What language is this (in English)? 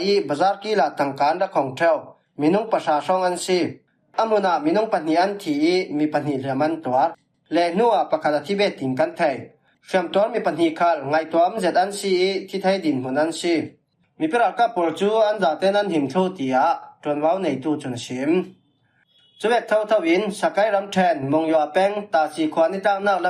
Falam Chin